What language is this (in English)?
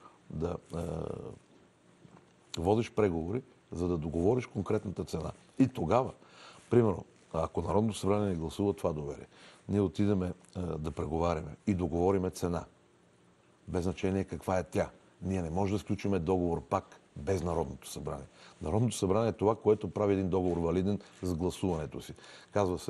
Bulgarian